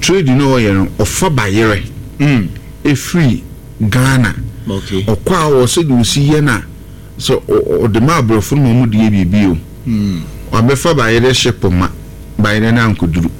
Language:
Akan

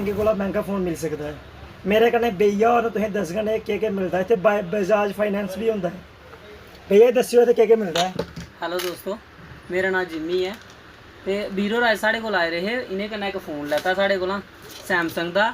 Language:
Dogri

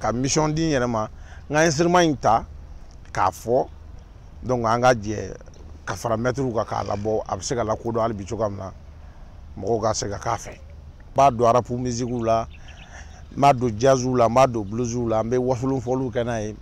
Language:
Bambara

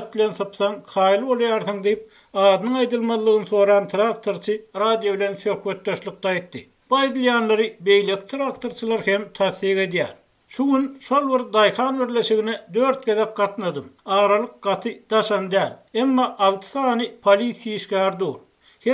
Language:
Turkmen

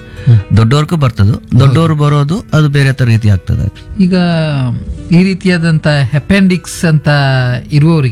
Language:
Kannada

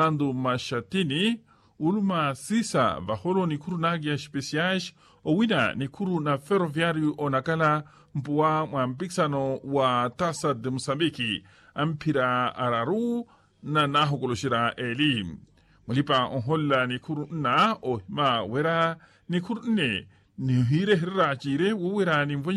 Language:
Makhuwa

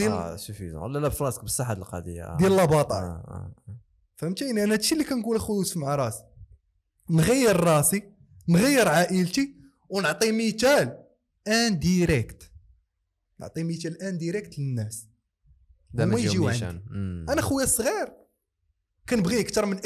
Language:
Moroccan Arabic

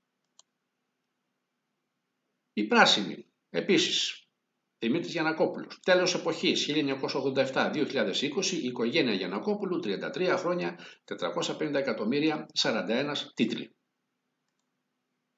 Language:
Greek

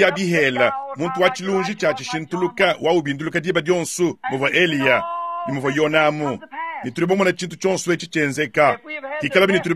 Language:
Luba-Lulua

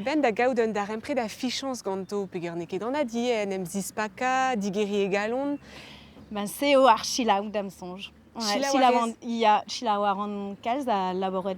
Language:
Breton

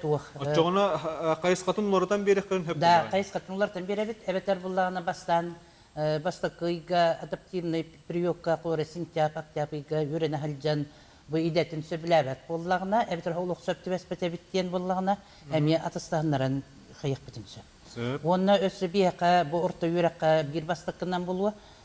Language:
Yakut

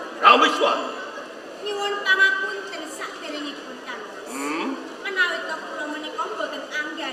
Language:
Javanese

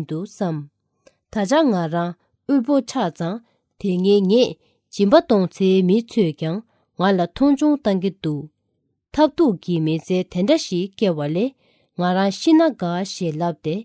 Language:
Tibetan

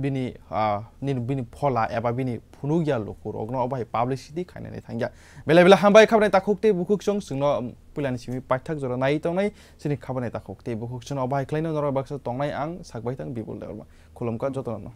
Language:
Kok Borok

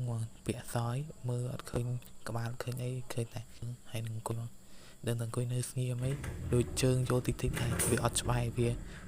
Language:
Khmer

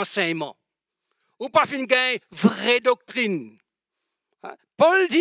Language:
Morisyen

